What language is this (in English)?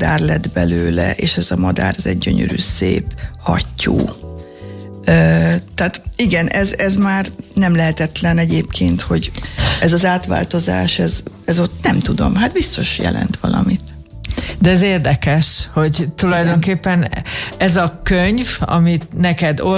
Hungarian